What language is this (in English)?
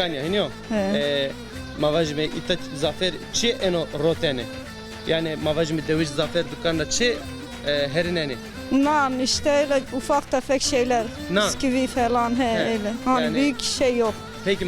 Zaza